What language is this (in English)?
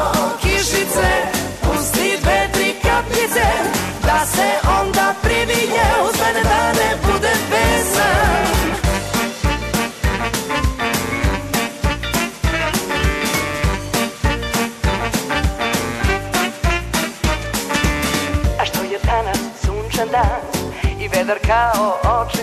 Serbian